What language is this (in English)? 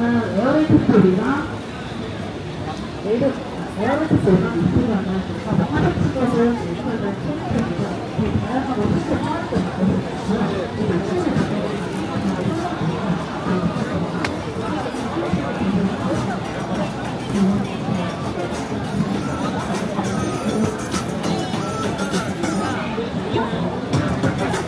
Korean